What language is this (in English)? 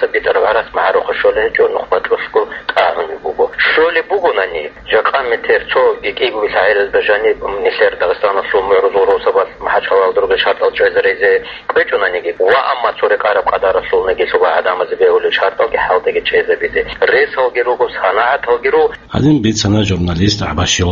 Avaric